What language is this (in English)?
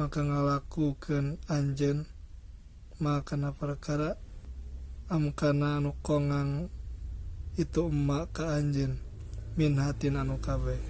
Sundanese